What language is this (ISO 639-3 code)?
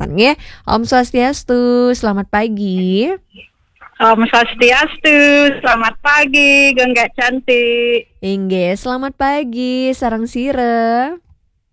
ban